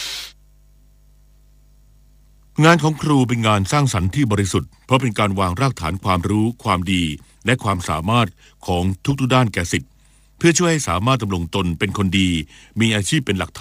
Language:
Thai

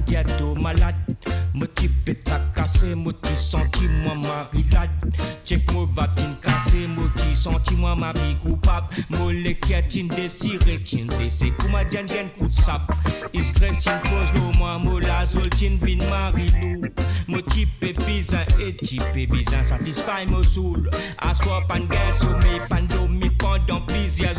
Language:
Morisyen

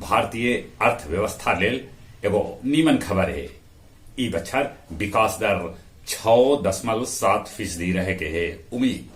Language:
Magahi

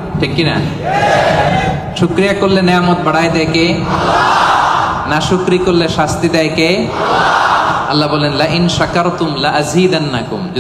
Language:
Bangla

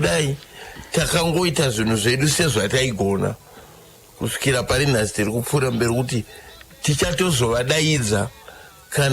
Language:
Shona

